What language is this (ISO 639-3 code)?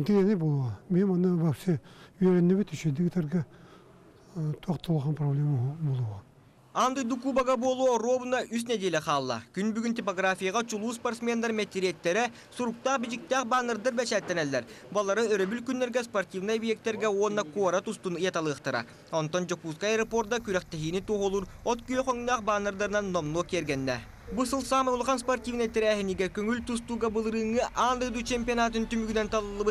sah